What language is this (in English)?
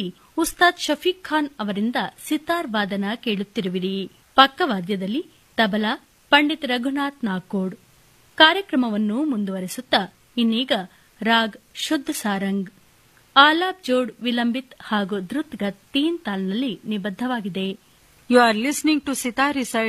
Kannada